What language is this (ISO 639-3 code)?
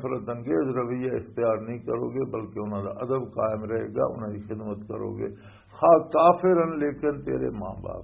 lah